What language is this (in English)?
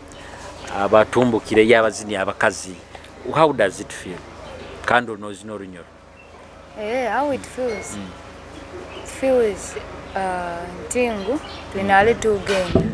Nyoro